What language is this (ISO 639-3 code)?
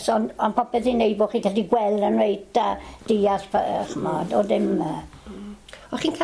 cym